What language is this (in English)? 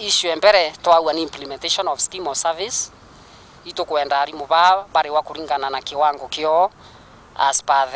Meru